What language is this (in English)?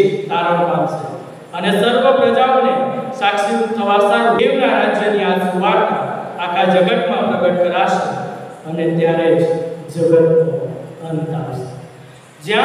Gujarati